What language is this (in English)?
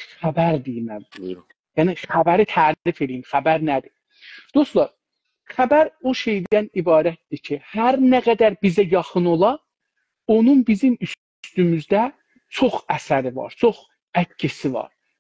South Azerbaijani